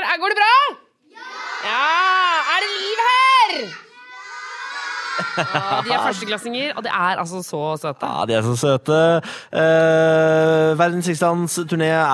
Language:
Norwegian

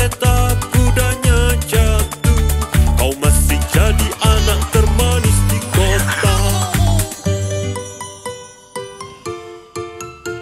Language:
Indonesian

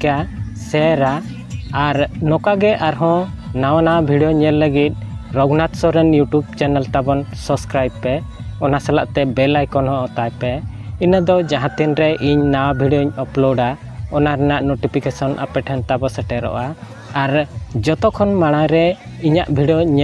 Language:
Santali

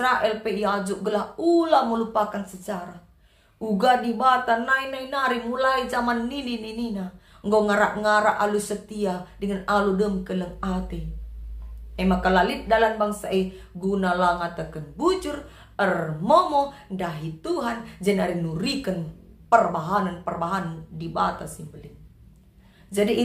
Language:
Batak Karo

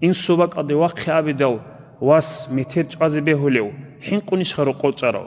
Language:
Avaric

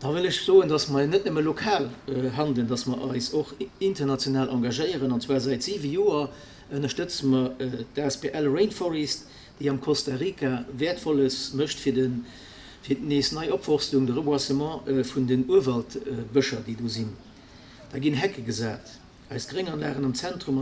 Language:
Luxembourgish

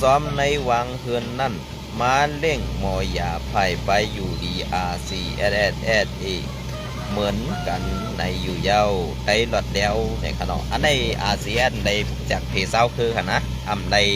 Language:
Shan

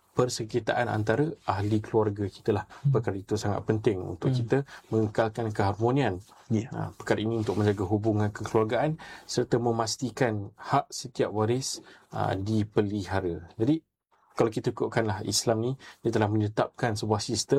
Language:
Malay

